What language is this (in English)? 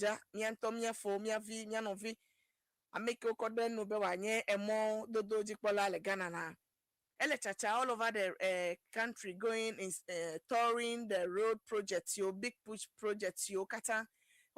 Ewe